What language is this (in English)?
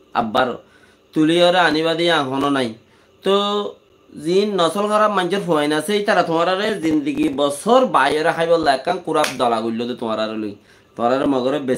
Rohingya